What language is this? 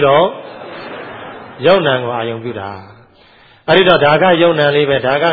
Burmese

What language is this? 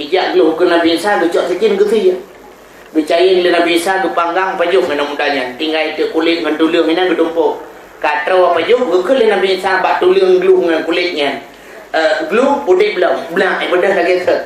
Achinese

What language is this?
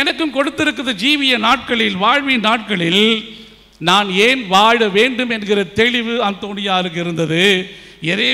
Tamil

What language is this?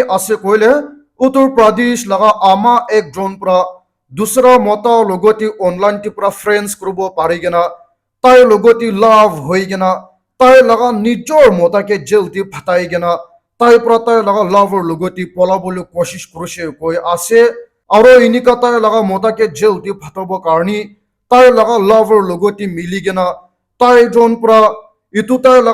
Naga Pidgin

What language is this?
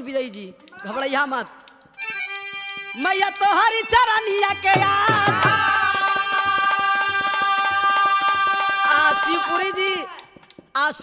Bhojpuri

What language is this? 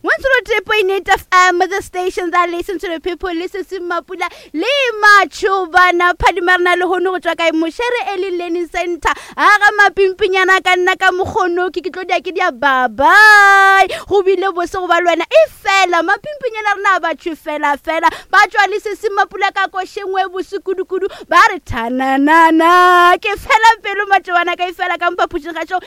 Northern Sotho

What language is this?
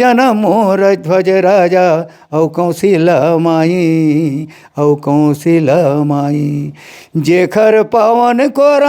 Chhattisgarhi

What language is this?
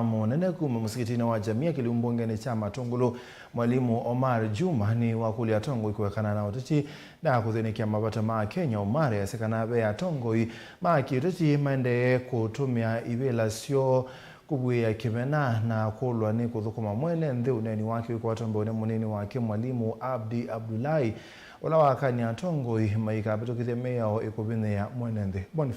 Kamba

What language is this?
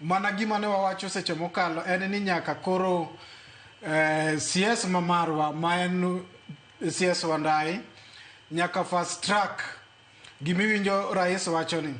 Luo (Kenya and Tanzania)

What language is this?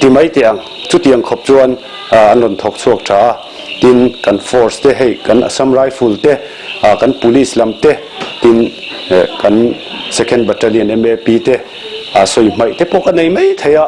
Mizo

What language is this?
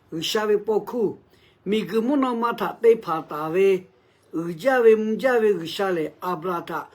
Lahu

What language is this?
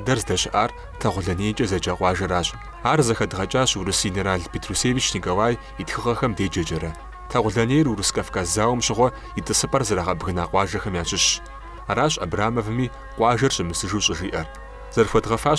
Kabardian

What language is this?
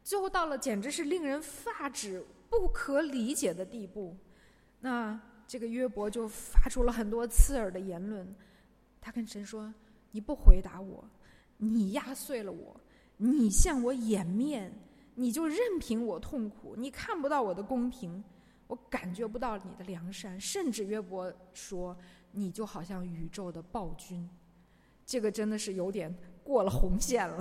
Chinese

